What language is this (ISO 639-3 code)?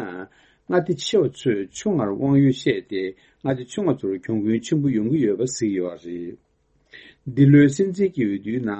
bod